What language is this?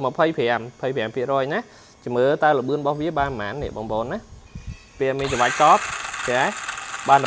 Khmer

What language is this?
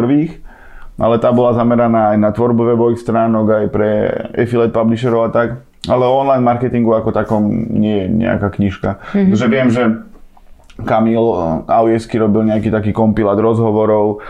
Slovak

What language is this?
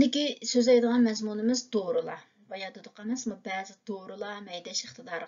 Uyghur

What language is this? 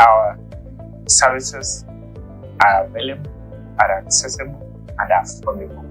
Meru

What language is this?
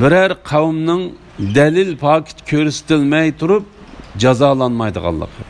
Uyghur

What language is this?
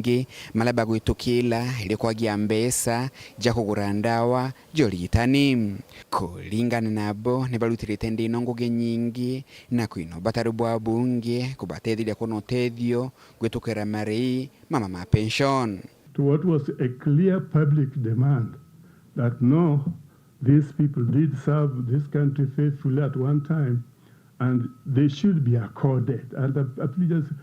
Meru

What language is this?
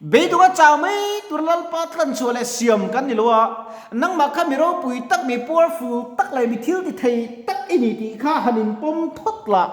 Mizo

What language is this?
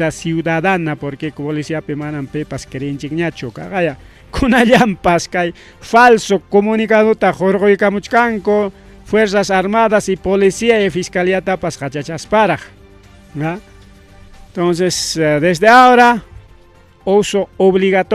Ayacucho Quechua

